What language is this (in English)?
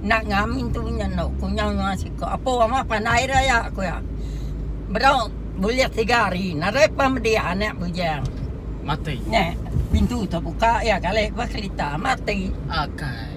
Iban